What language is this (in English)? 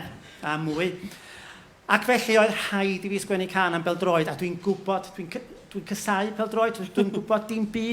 Welsh